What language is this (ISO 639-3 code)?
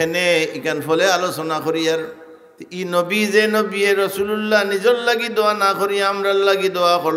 syl